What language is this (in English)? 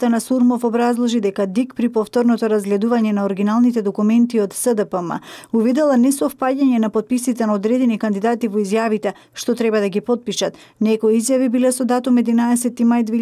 Macedonian